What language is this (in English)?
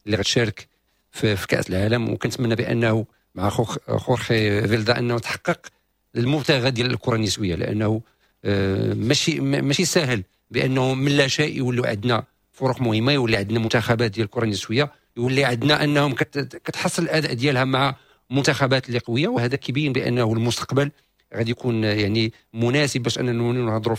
Moroccan Arabic